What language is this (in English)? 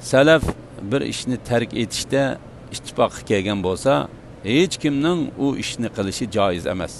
Uyghur